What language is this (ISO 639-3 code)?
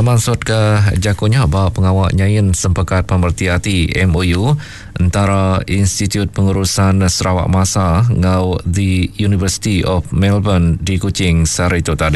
iba